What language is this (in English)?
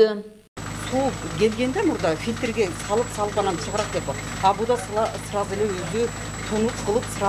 Kyrgyz